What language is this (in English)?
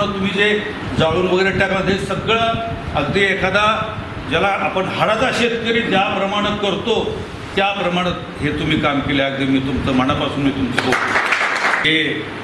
Marathi